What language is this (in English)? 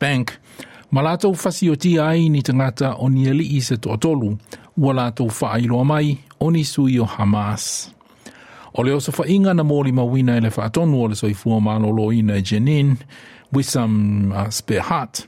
Samoan